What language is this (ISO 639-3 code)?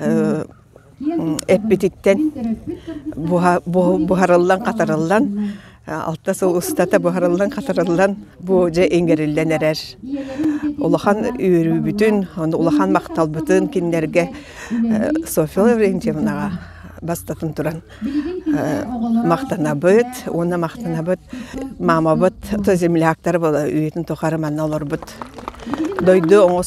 sah